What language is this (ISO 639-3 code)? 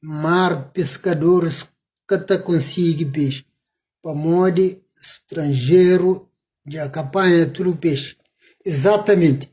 kea